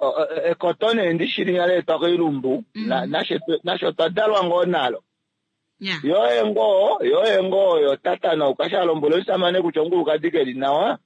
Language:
Kuanyama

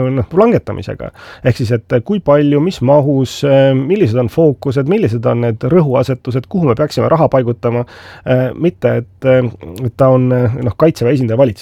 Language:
Estonian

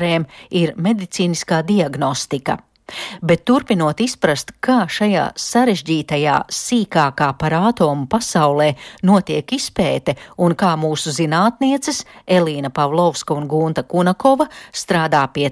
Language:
Latvian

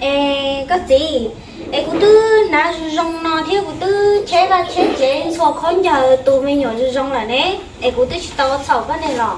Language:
Hmong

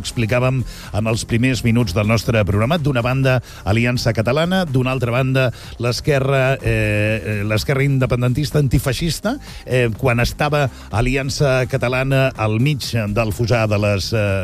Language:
Catalan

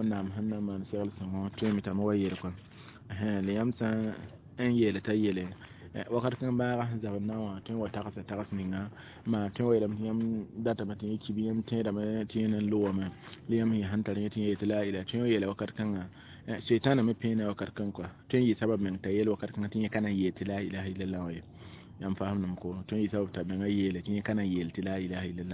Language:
Mossi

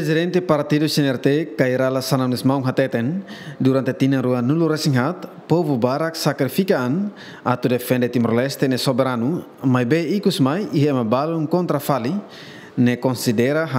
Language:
Tetum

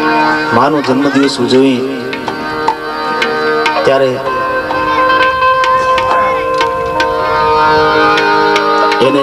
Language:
Gujarati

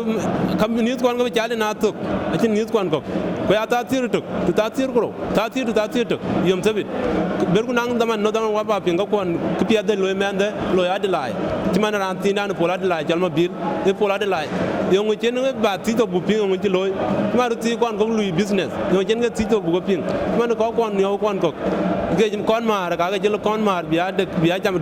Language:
Dinka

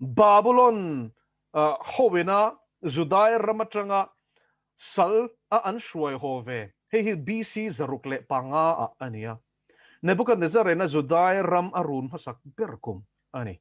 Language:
Mizo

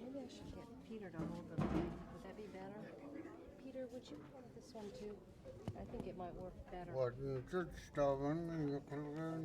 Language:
Central Yupik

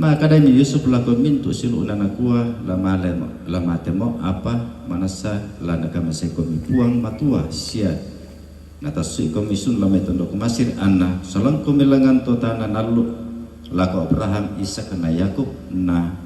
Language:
Toraja-Sa'dan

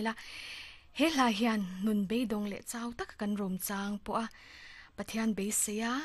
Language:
Mizo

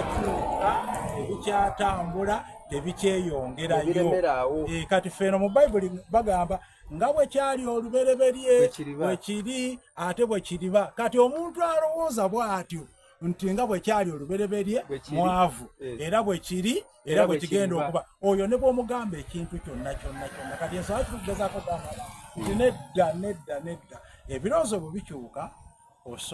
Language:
Soga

